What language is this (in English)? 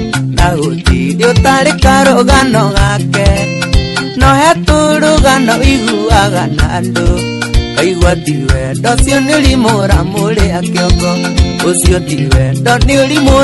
Kikuyu